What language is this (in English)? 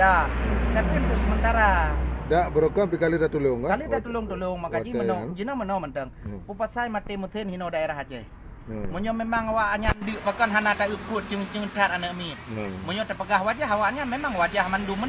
Achinese